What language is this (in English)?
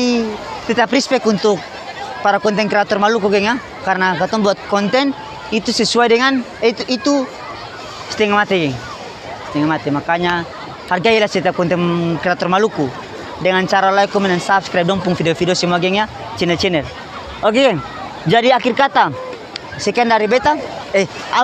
Ambonese Malay